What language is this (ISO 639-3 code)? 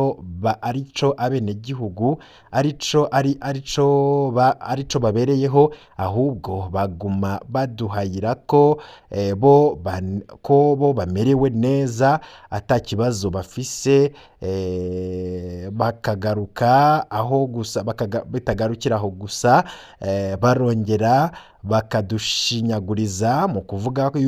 run